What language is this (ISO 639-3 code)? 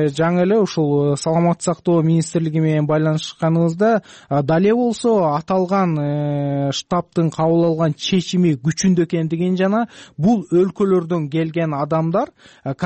kir